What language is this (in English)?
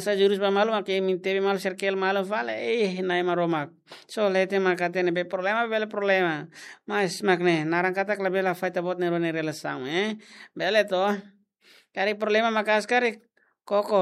Tetum